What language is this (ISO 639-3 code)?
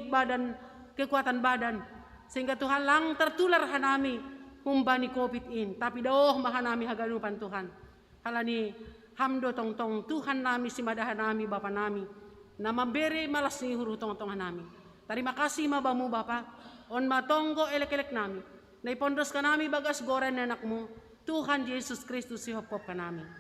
bts